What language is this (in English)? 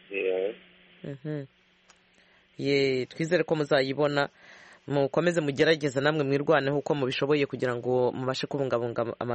Kinyarwanda